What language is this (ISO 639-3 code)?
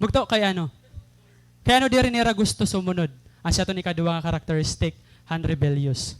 war